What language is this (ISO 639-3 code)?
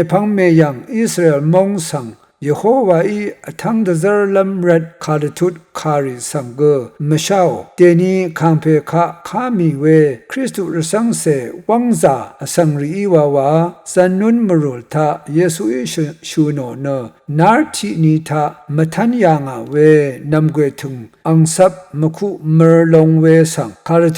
raw